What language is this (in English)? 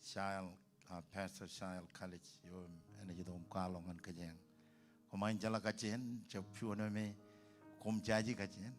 Marshallese